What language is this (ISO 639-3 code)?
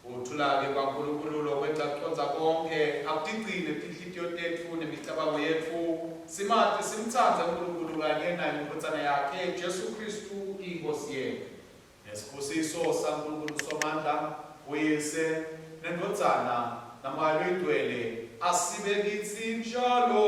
ssw